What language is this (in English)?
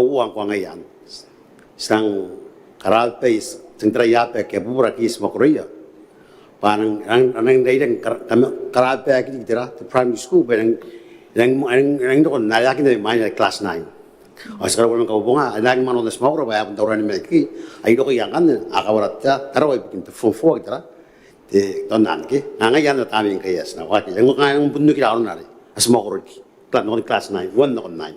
Gilbertese